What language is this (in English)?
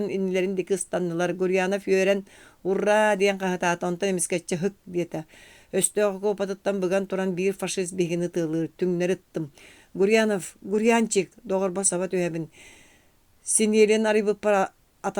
Yakut